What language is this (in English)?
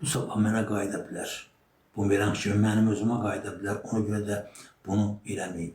Azerbaijani